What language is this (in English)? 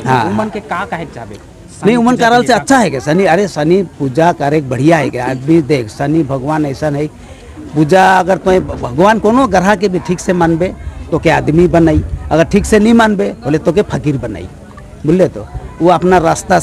Sadri